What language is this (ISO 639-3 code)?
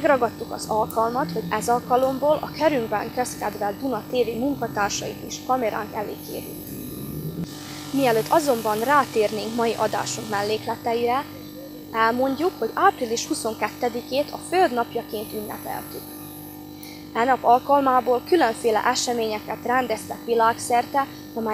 hun